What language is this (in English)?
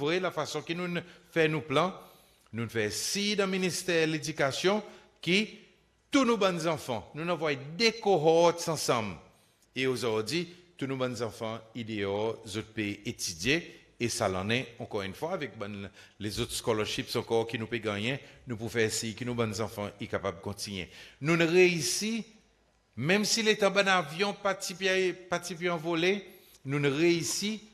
Seselwa Creole French